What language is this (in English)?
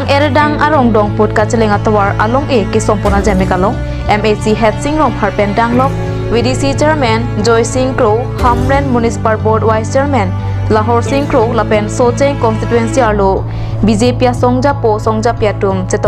Karbi